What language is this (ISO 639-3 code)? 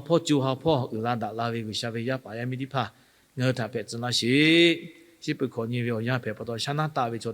lhu